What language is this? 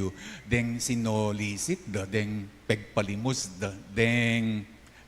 Pampanga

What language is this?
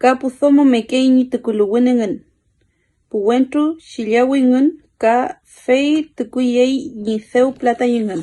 Mapuche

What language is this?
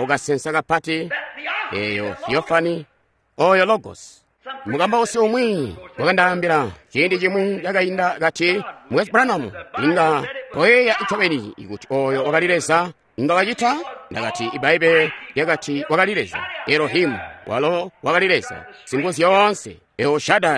Tonga (Zambia)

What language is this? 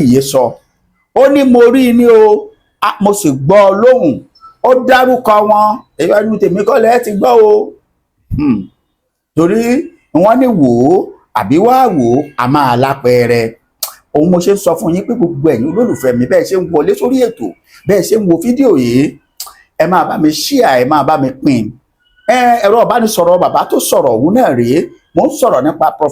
Yoruba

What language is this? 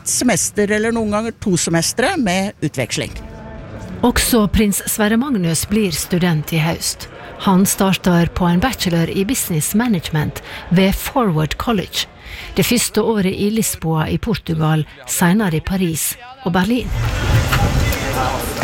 Norwegian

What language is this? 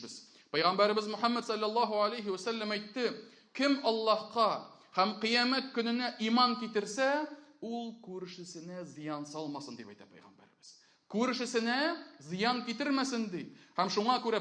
Tatar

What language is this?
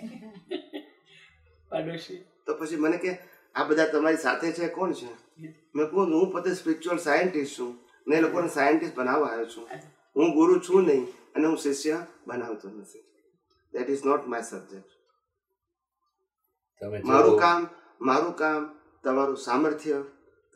Gujarati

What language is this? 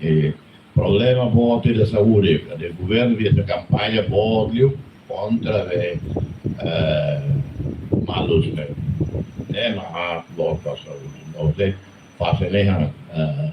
Tetum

